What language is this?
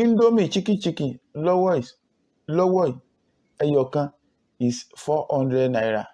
Yoruba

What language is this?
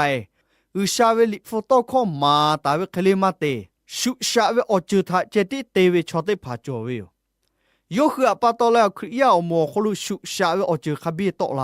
Lahu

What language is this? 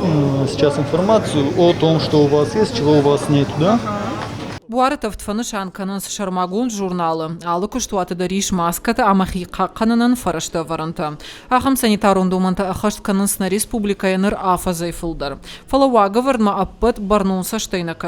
Ossetic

